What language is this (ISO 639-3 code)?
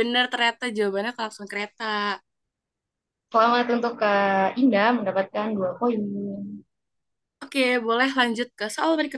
ind